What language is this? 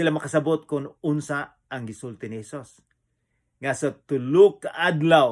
Cebuano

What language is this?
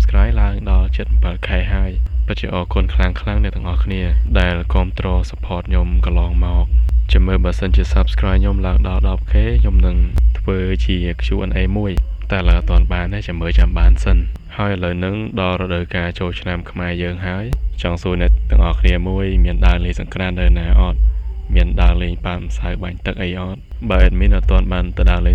Khmer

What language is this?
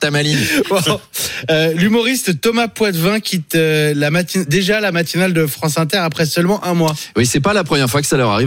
French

